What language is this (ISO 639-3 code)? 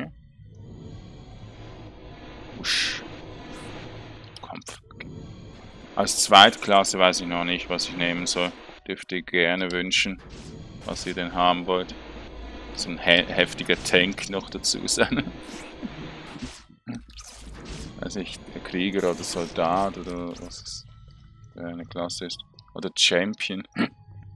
deu